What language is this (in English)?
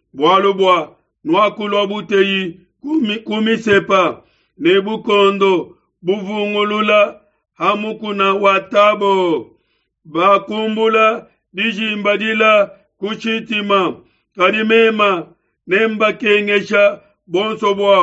Luba-Lulua